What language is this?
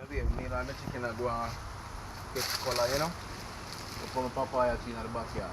Jamaican Creole English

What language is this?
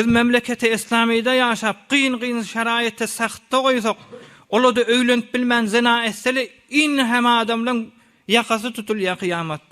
Turkmen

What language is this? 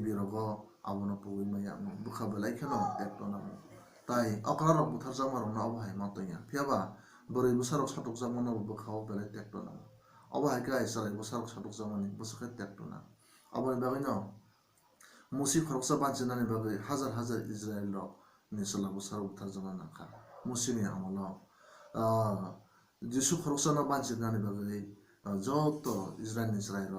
Kok Borok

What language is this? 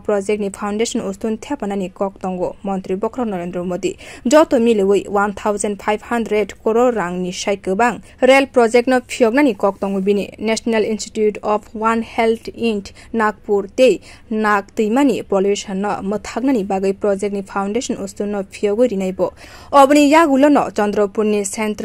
Kok Borok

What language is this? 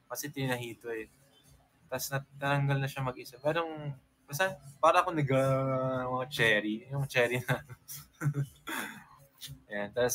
Filipino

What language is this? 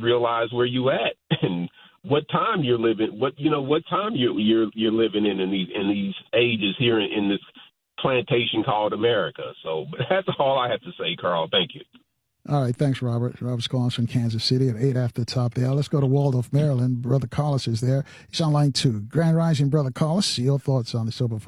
English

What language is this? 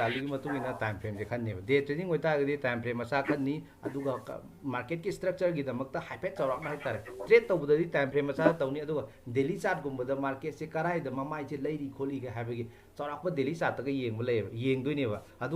Manipuri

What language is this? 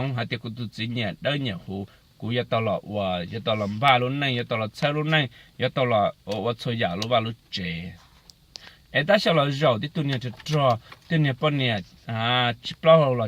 Hmong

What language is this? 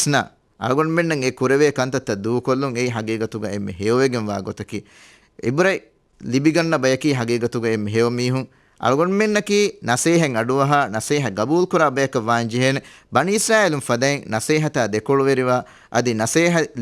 Divehi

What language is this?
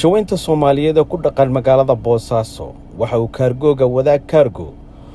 Somali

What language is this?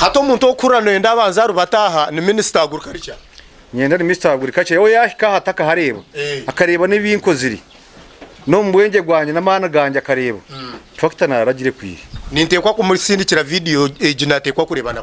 Nyankole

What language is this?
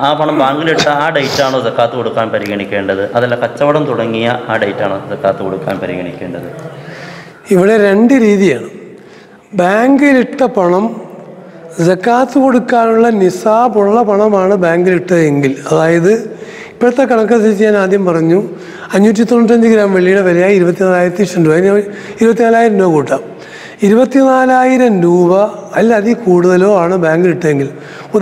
Malayalam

